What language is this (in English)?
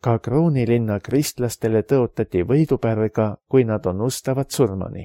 Estonian